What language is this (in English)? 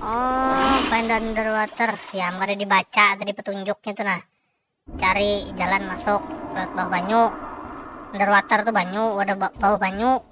Banjar